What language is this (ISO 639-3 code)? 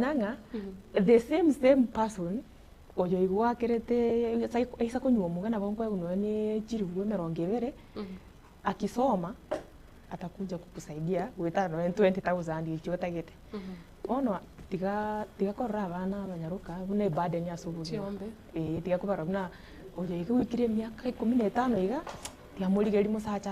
guz